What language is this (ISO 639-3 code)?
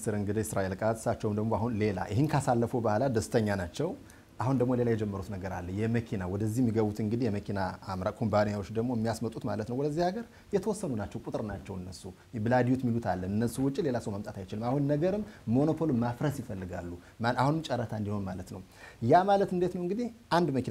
amh